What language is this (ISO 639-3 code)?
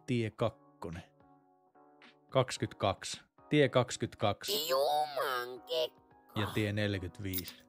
fin